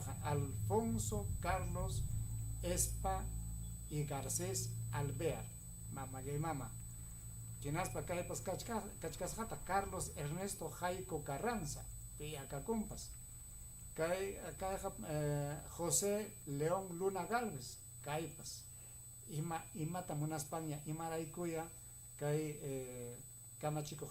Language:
Ayacucho Quechua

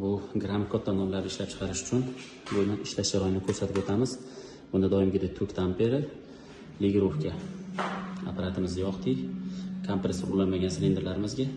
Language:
Uzbek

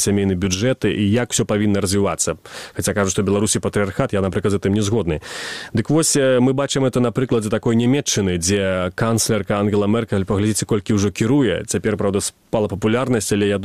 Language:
Belarusian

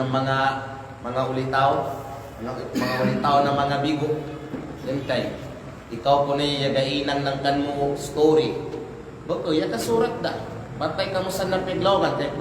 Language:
Kalagan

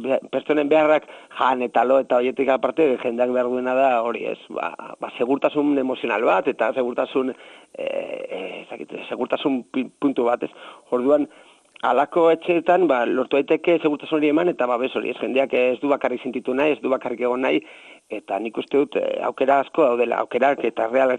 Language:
Basque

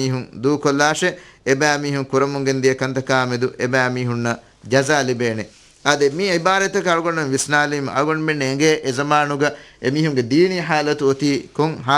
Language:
Divehi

